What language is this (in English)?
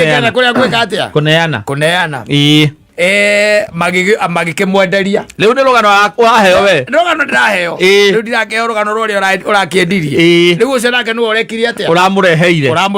Kikuyu